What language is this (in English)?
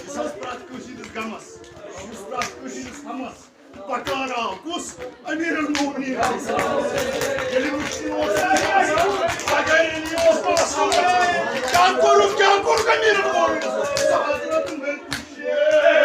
Kashmiri